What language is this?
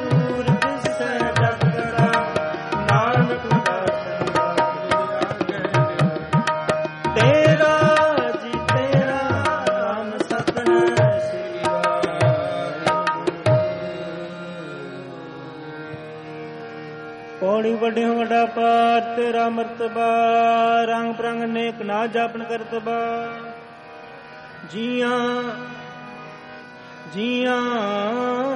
Punjabi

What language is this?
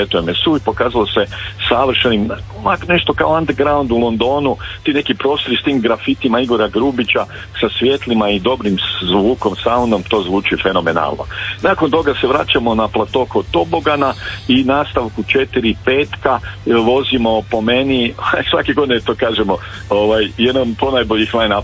Croatian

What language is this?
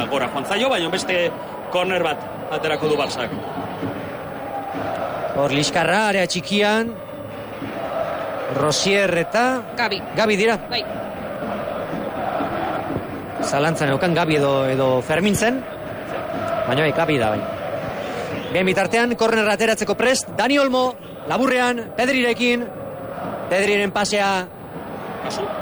Basque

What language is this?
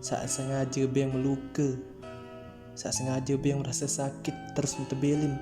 Sasak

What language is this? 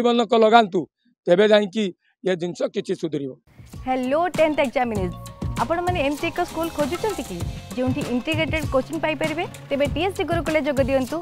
Odia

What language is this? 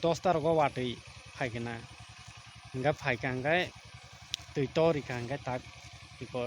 Kok Borok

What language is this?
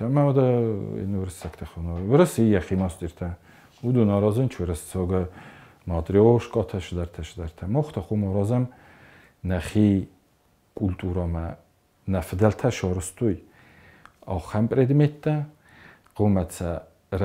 Ossetic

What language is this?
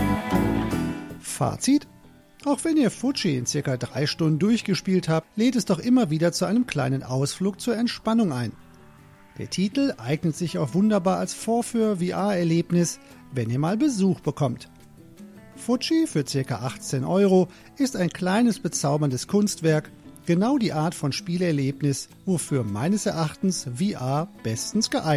German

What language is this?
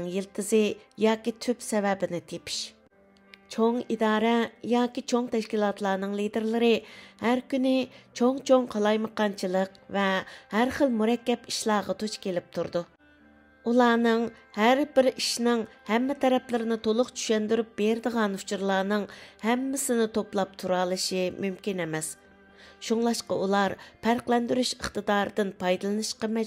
Uyghur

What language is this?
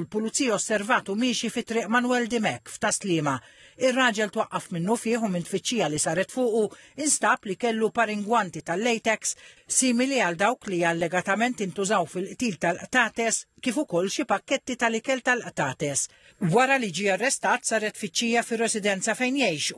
Maltese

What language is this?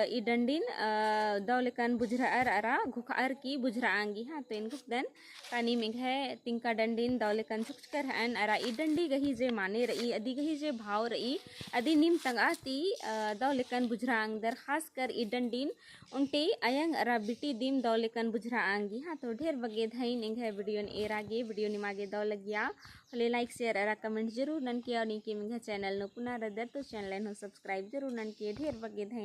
Kurukh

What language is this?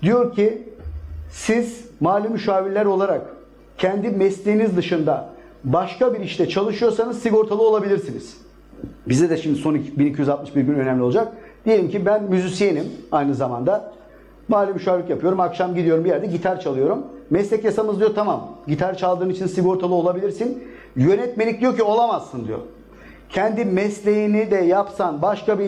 Turkish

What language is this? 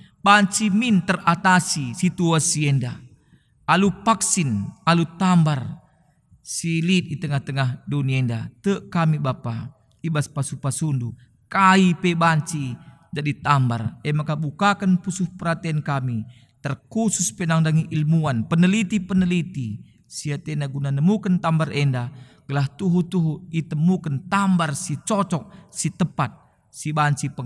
Batak Karo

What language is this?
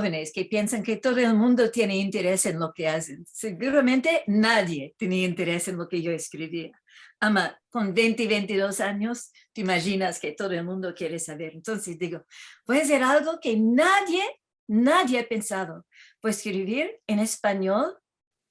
Ladino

